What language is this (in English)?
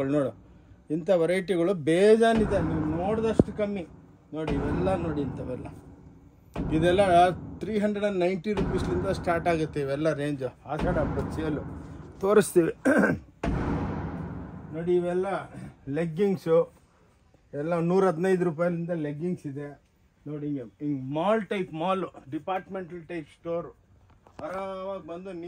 Kannada